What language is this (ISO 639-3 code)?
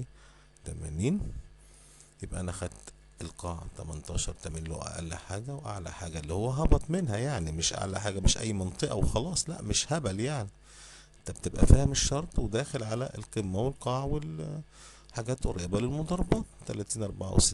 arz